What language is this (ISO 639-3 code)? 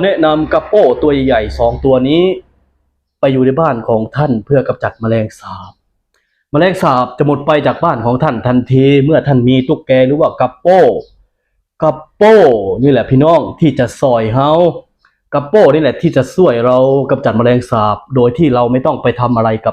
lao